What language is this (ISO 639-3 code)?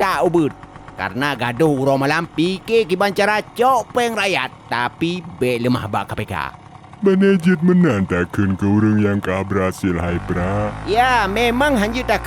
ace